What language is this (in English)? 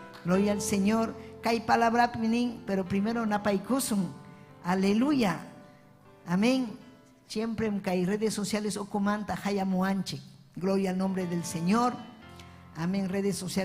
Ayacucho Quechua